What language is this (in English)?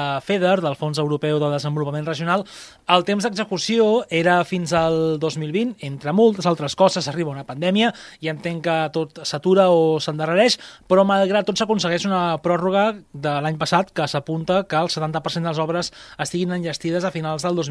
Catalan